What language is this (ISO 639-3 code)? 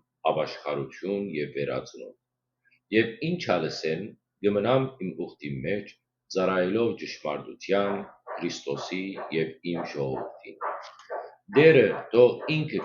hyw